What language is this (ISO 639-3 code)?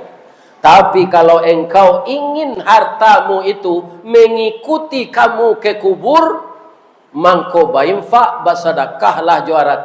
min